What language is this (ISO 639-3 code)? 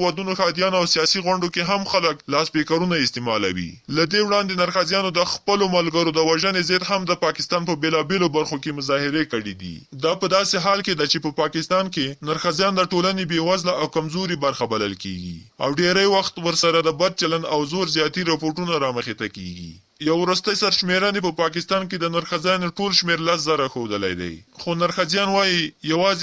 pus